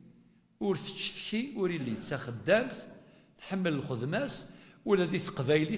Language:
Kabyle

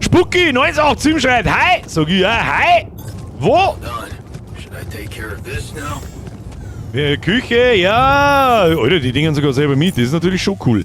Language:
Bavarian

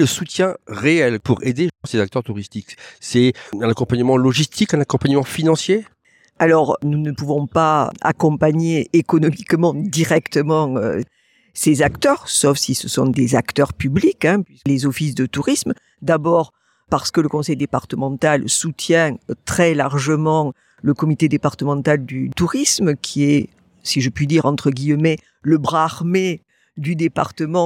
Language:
French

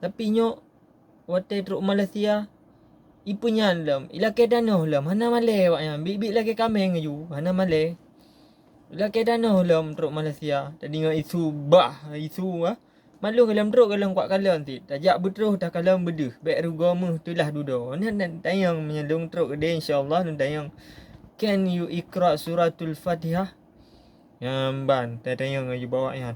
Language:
Achinese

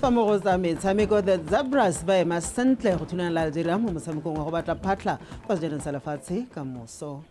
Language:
Tswana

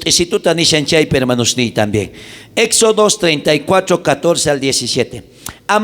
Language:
South Bolivian Quechua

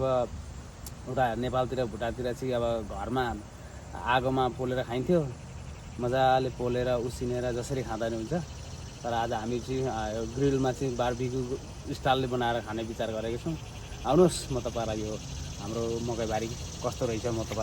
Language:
Nepali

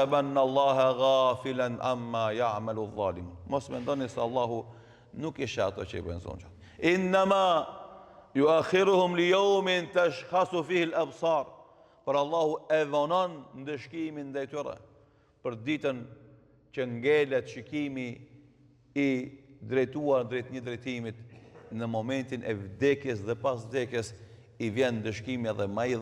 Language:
Albanian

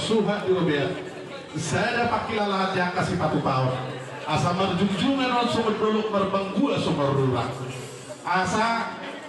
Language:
Batak Toba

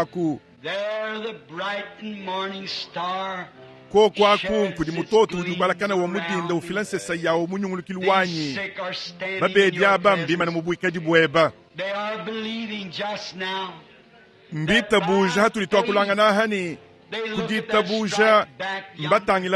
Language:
Luba-Lulua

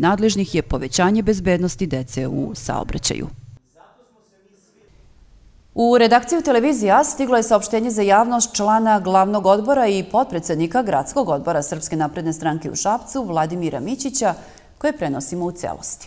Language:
Serbian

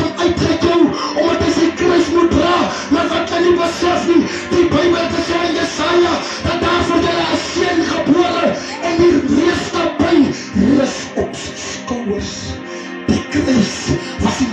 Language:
Afrikaans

